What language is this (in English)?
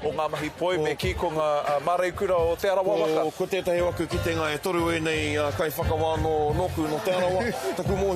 Māori